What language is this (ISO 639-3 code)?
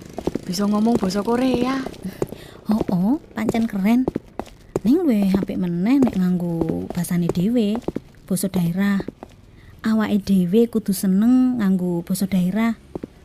jav